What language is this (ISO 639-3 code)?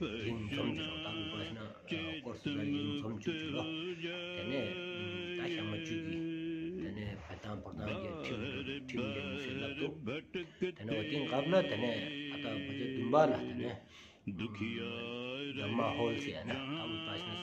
sbu